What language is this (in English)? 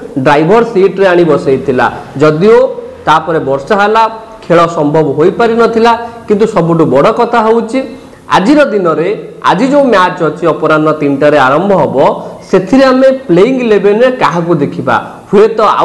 Odia